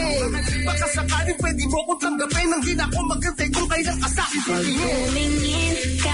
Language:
Filipino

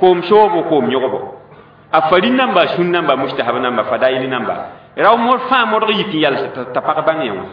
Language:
Mossi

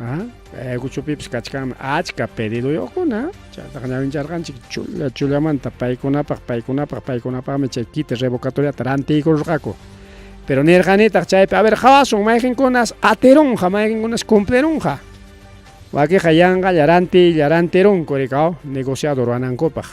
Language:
Ayacucho Quechua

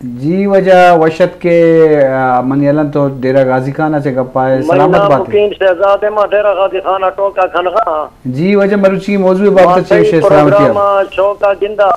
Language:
Eastern Balochi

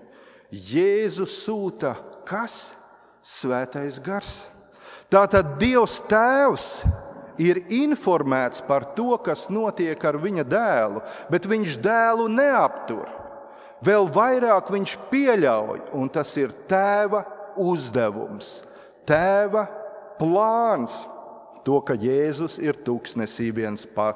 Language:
Latvian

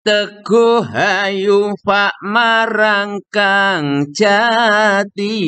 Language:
Javanese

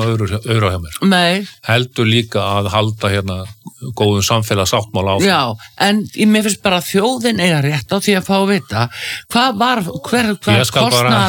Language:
Icelandic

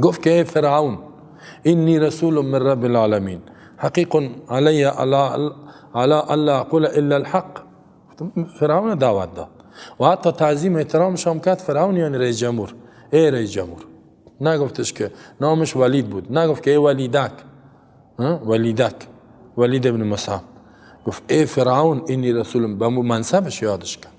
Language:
Persian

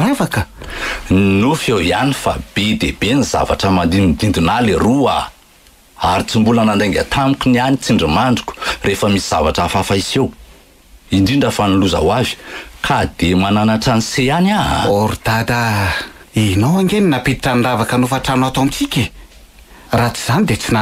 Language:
Malagasy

